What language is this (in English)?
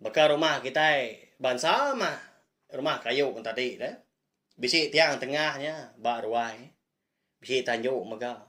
Iban